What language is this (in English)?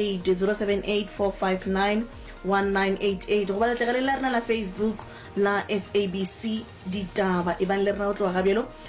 Northern Sotho